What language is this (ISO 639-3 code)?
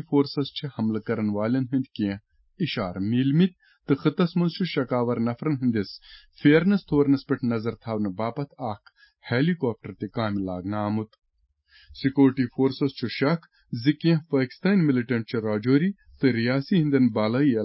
kas